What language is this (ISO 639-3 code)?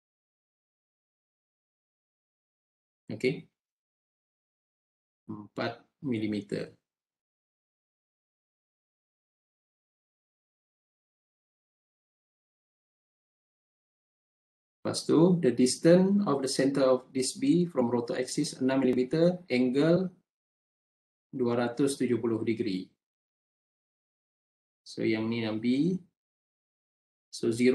msa